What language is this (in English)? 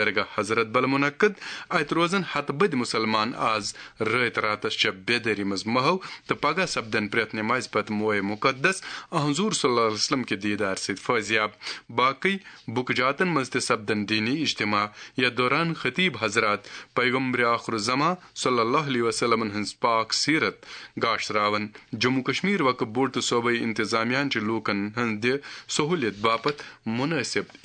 Kashmiri